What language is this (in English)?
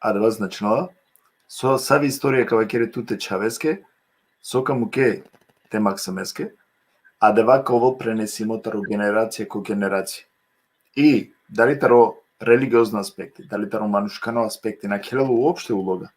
Balkan Romani